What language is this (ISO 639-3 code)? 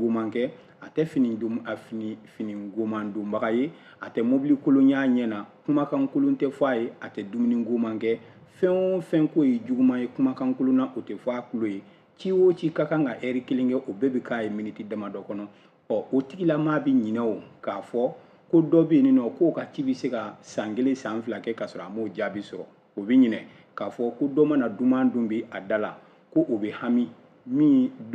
bam